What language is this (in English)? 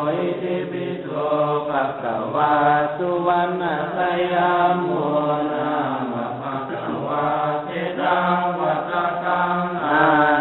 Pali